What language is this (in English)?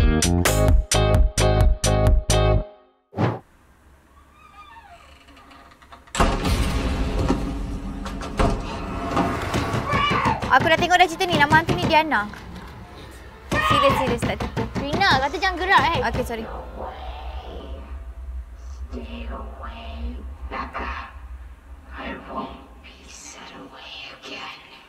Malay